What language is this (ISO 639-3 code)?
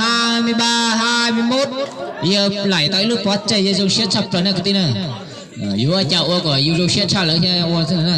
hmn